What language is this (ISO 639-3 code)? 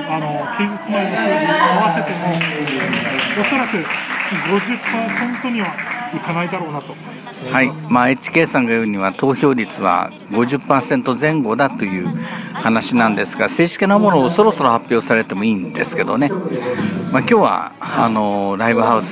jpn